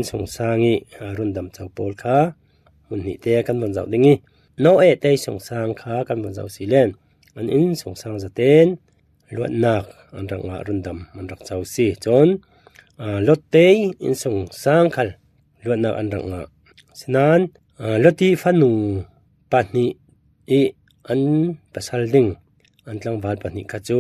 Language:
Falam Chin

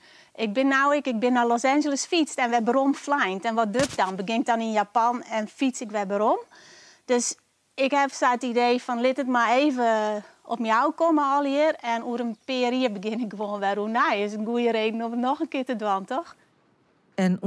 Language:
Western Frisian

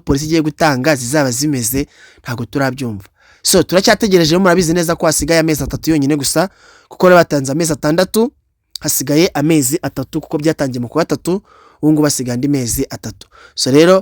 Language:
Kinyarwanda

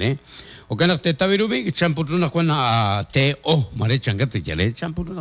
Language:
Kekchí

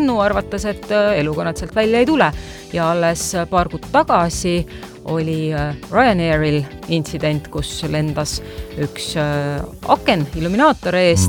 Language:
Estonian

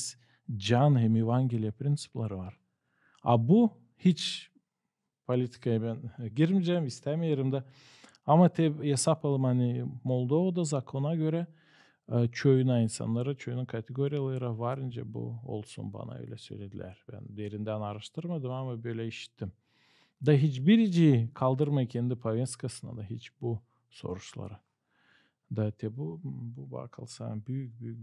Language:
Gagauz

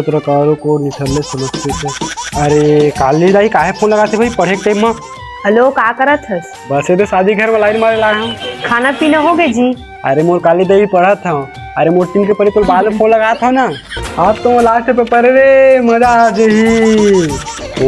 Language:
Chhattisgarhi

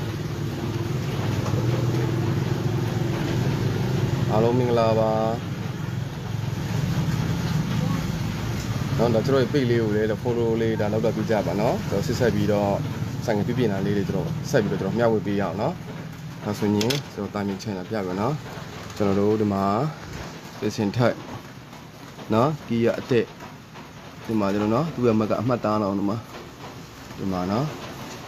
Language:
Burmese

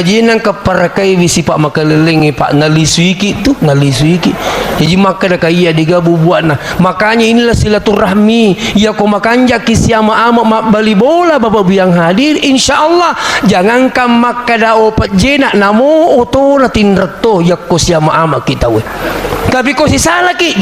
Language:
Buginese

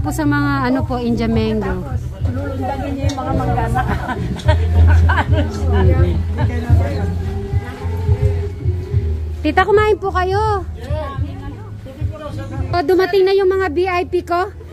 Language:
Filipino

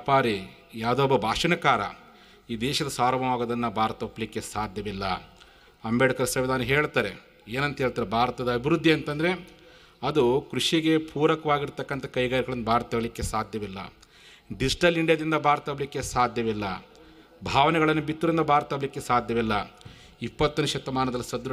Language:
Kannada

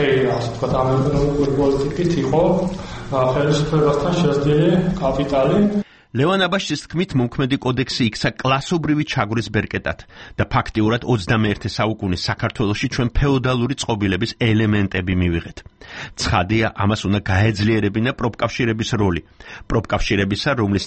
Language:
Georgian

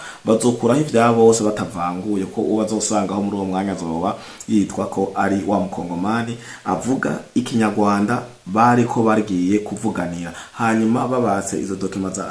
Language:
Rundi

